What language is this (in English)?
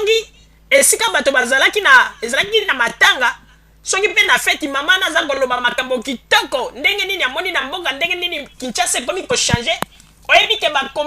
Lingala